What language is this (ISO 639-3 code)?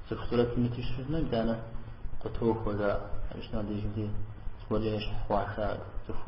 kbd